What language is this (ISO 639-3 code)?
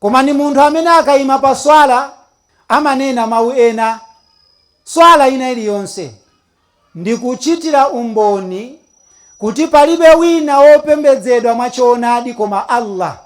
nya